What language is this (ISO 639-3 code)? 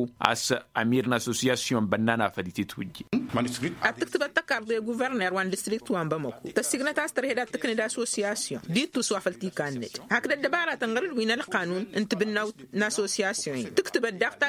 taq